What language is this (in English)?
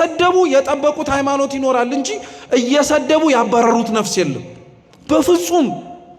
Amharic